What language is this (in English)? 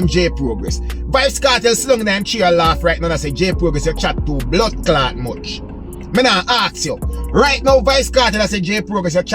Jamaican Creole English